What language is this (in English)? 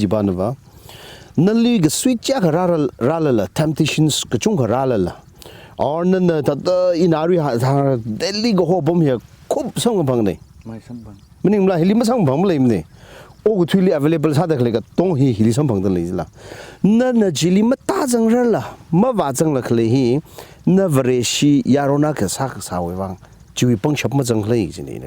Tangkhul Naga (India)